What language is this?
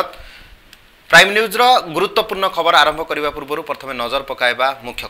Odia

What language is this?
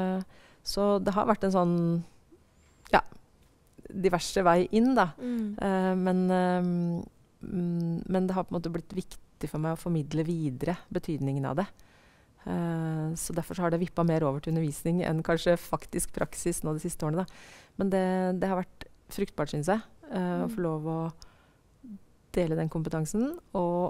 Norwegian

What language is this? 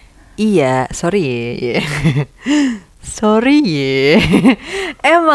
Indonesian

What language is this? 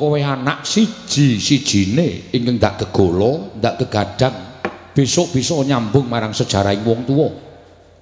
Javanese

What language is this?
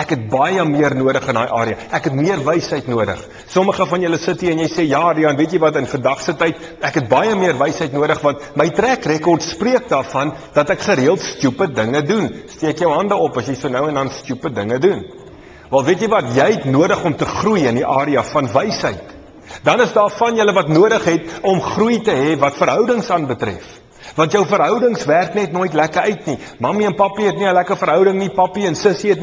Afrikaans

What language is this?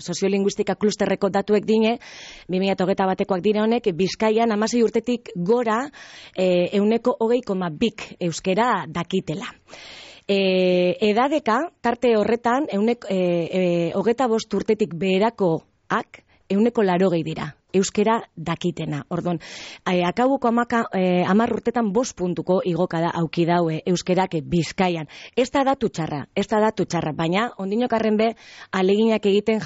Basque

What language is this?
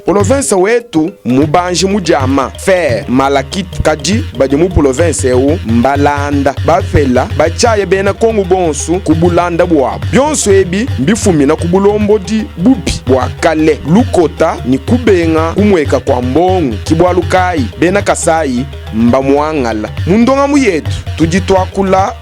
Luba-Lulua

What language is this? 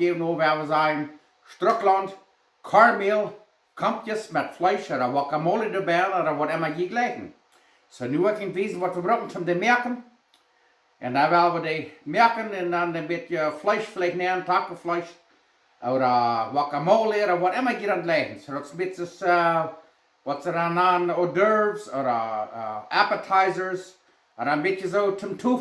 Plautdietsch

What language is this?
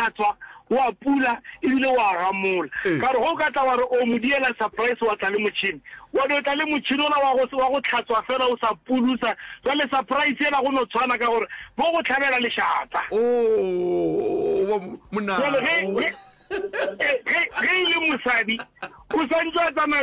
Northern Sotho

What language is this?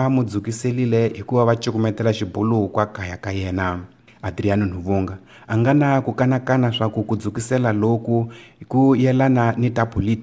Tsonga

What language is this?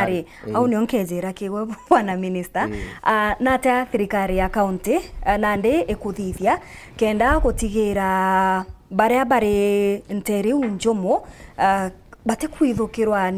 Meru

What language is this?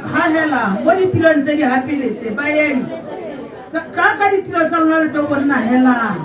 Tswana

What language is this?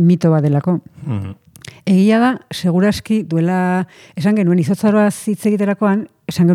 Basque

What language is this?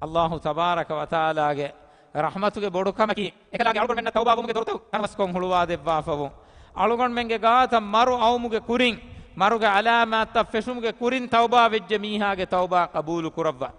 Divehi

